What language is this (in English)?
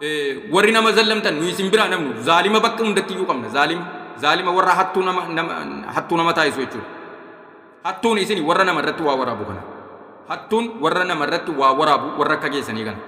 Oromo